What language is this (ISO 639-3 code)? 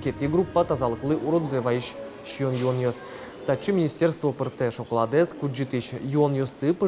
udm